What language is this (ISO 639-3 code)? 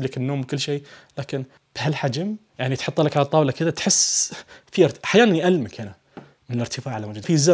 ars